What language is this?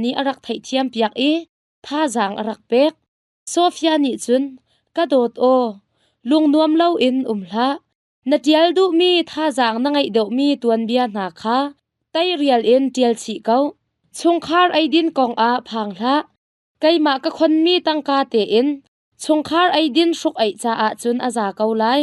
Hakha Chin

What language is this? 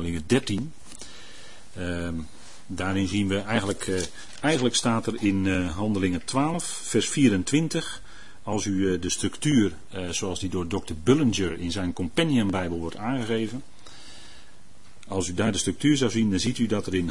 Dutch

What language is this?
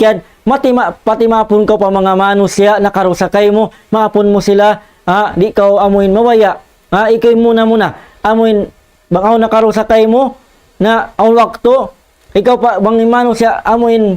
Tausug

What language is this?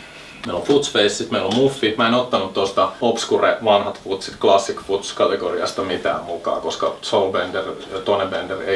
Finnish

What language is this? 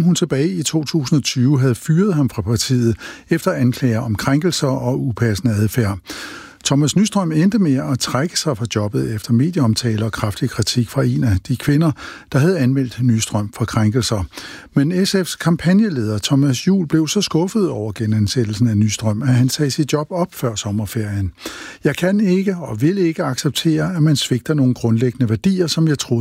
Danish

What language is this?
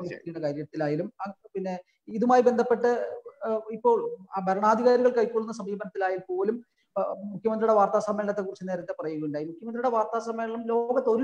Malayalam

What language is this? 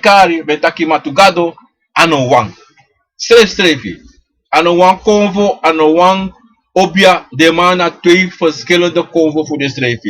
Sranan Tongo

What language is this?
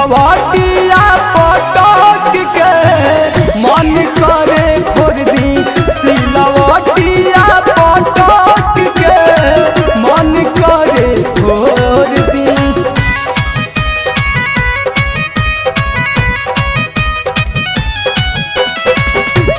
Bhojpuri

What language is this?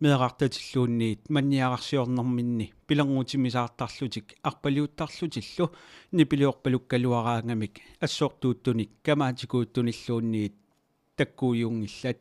Kalaallisut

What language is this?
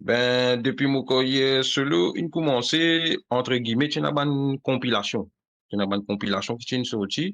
Morisyen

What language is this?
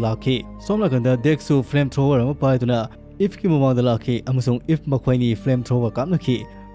Manipuri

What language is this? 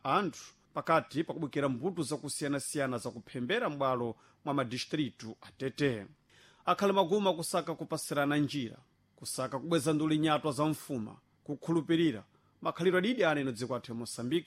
Sena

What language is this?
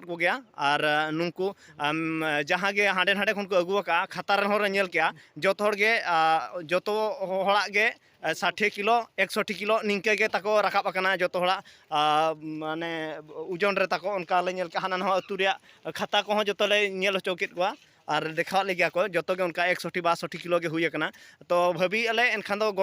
Santali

